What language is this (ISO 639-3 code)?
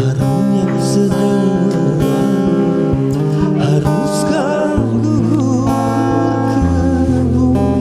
mui